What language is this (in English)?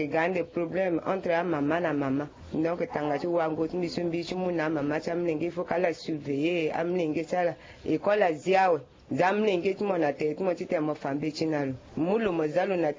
Sango